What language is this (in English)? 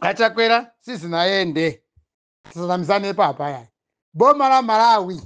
Nyanja